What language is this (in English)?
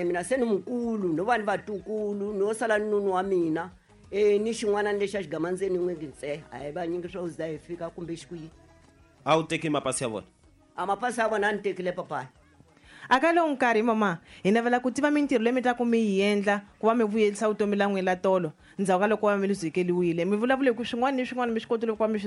Tsonga